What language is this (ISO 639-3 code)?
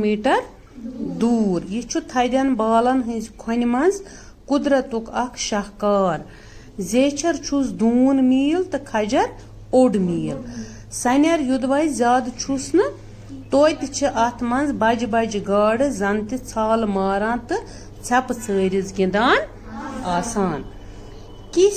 kas